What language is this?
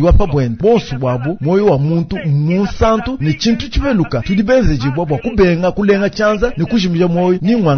Luba-Lulua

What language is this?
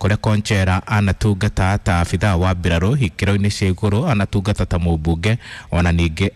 Kikuyu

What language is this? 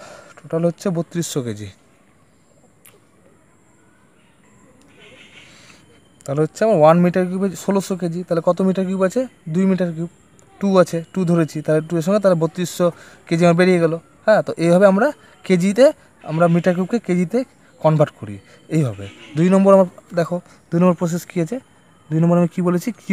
Bangla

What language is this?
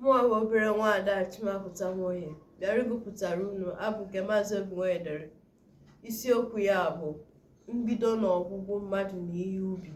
Igbo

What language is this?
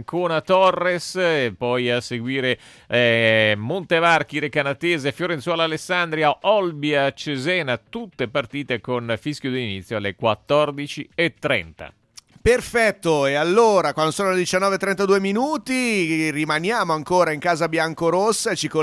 Italian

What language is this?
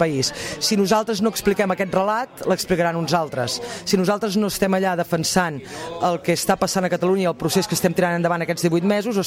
Catalan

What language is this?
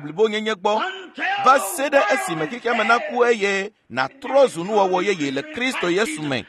Ewe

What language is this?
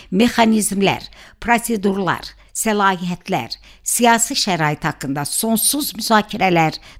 Azerbaijani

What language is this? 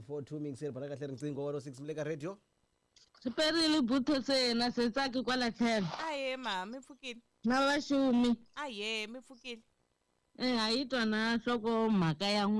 Tsonga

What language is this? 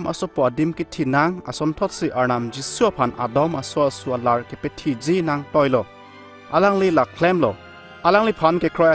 Karbi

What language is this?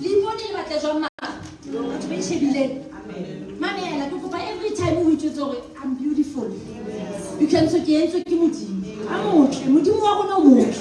Southern Sotho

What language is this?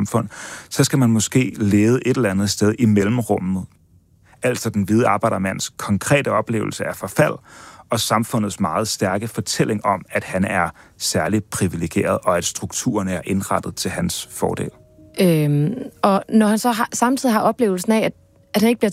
Danish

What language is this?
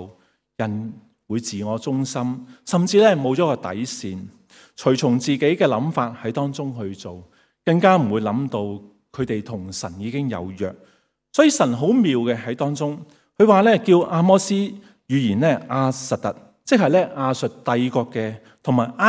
Cantonese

